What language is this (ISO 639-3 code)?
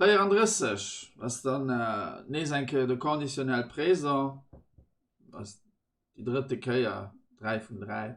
ltz